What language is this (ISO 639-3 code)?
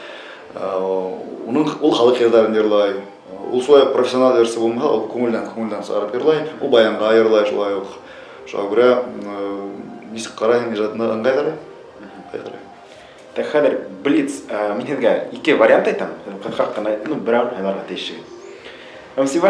bak